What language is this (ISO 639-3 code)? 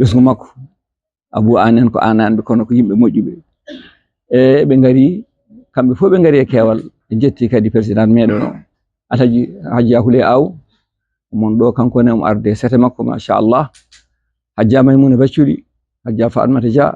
ful